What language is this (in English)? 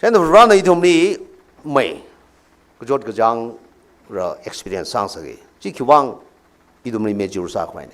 Tangkhul Naga (India)